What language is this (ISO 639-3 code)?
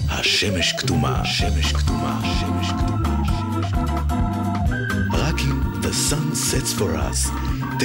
heb